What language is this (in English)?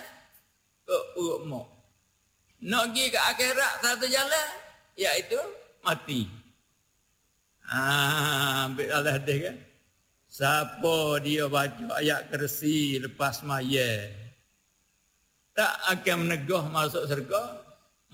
Malay